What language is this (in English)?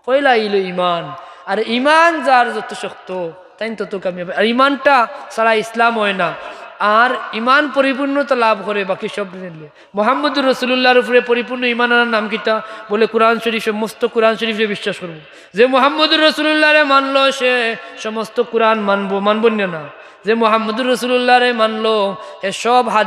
Sylheti